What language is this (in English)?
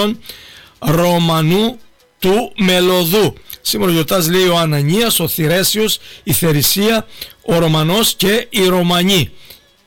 Greek